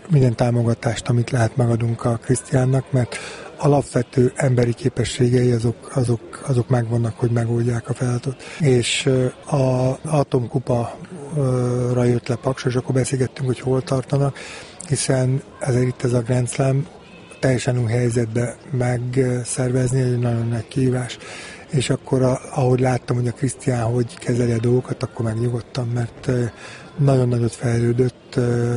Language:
Hungarian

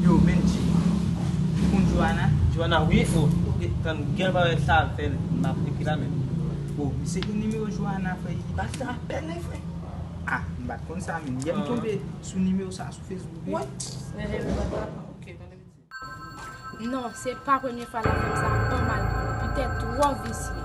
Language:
Haitian Creole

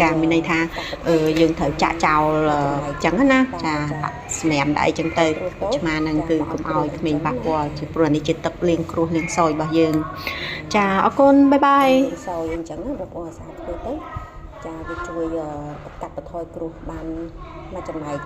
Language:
Khmer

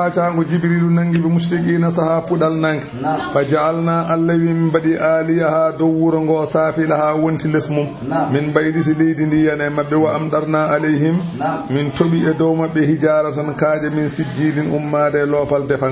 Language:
Fula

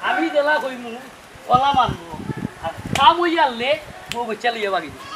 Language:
Sylheti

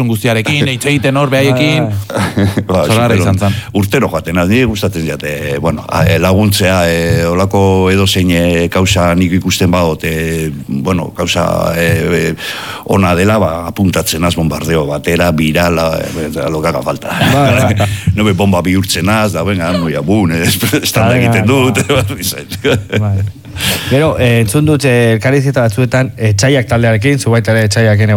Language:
Basque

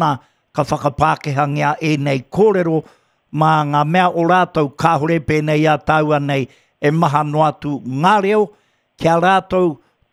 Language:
Māori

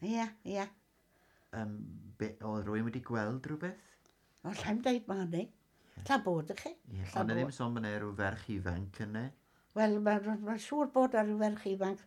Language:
Welsh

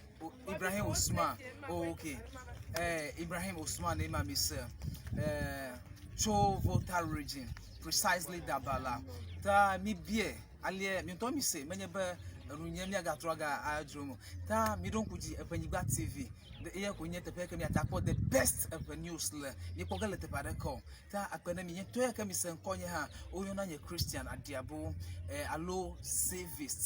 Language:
Ewe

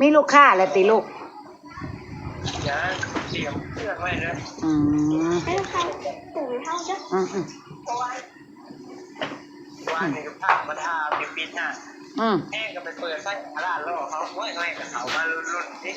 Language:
Northeastern Thai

